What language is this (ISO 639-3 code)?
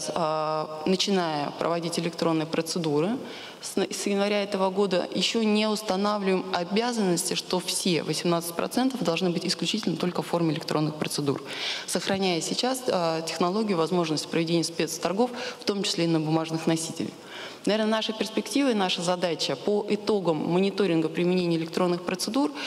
rus